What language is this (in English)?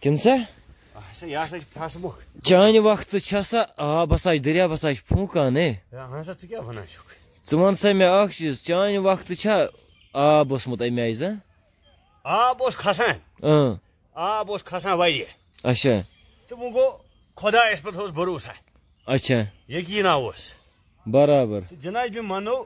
Kashmiri